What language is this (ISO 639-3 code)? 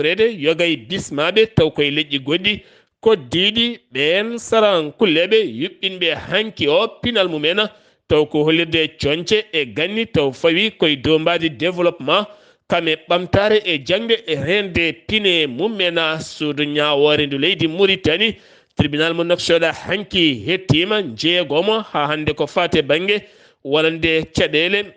ful